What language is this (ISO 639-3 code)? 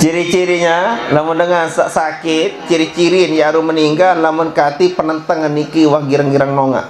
sas